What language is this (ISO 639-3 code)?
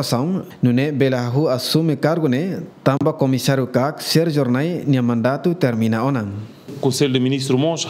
tet